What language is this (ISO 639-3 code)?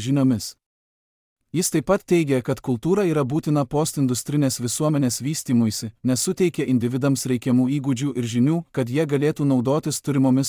lit